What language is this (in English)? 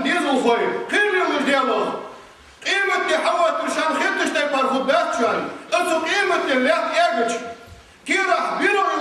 Ingush